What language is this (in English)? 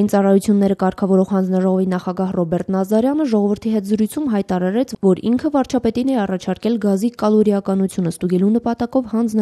Armenian